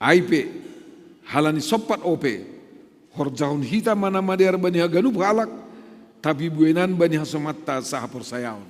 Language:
Batak Simalungun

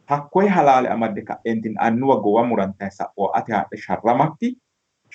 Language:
Sidamo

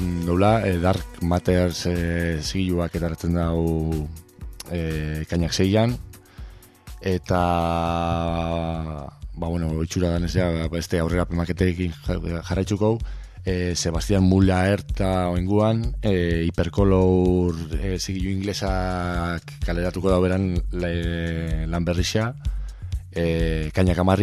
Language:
Basque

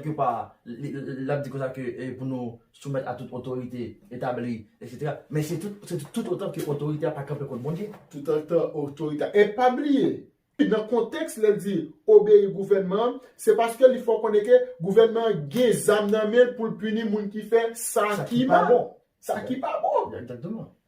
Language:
Haitian Creole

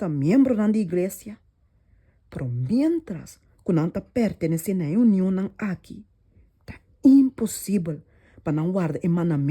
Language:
Papiamento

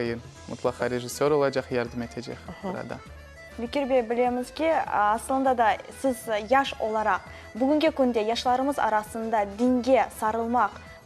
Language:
Crimean Tatar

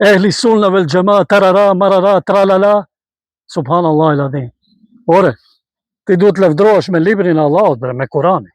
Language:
Albanian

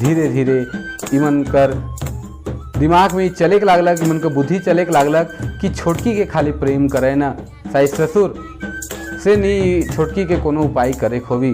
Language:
Sadri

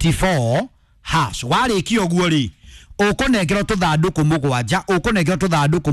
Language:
Kikuyu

